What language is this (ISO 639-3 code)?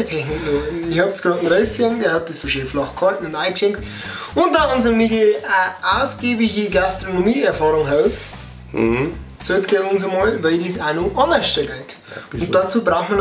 bar